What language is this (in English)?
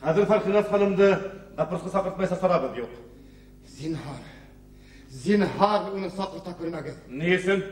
Bashkir